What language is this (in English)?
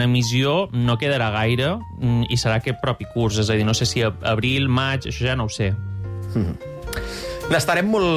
Catalan